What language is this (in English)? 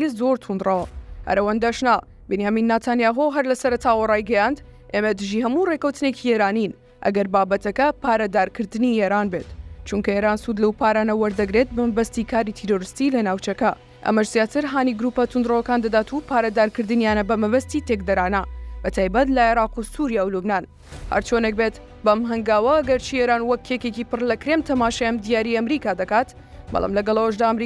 Central Kurdish